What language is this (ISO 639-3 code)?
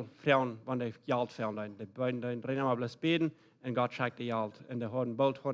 pdt